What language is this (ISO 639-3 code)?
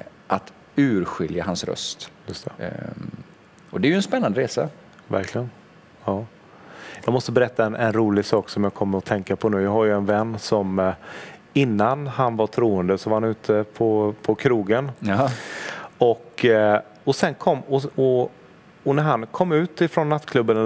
swe